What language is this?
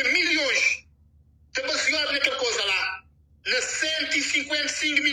Kabuverdianu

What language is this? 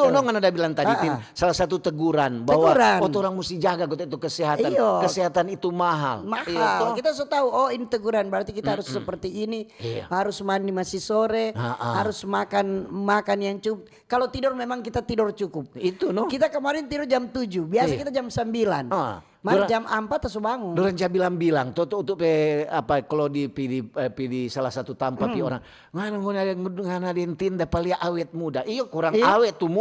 Manado Malay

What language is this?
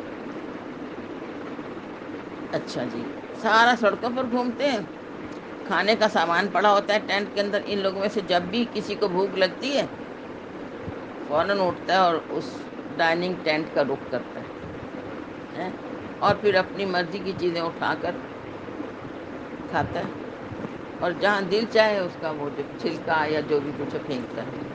Urdu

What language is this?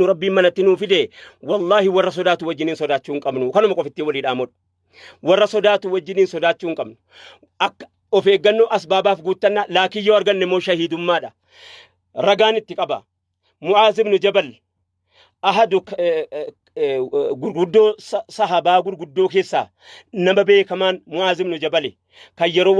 Oromo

